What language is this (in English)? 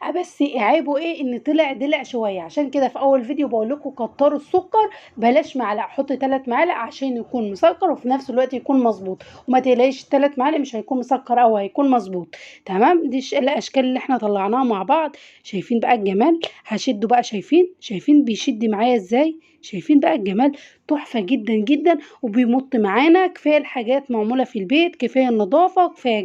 Egyptian Arabic